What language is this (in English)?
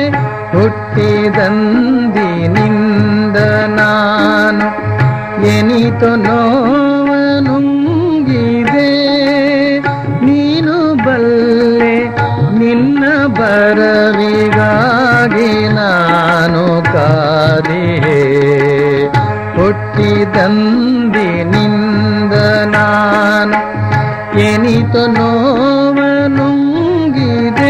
Kannada